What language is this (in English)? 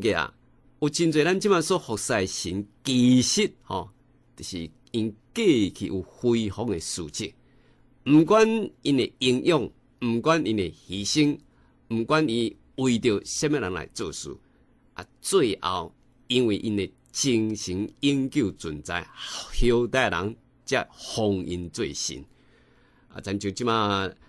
Min Nan Chinese